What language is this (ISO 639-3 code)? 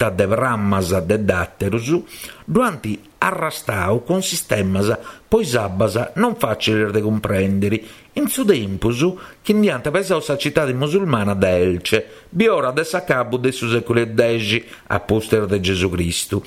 srd